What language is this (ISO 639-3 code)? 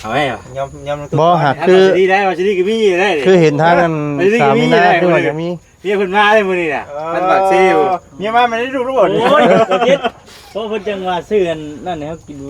lao